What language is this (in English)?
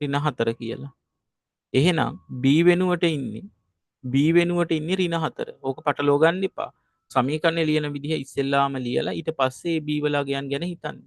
Sinhala